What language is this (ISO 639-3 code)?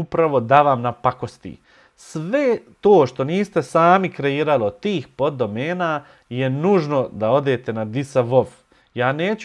bos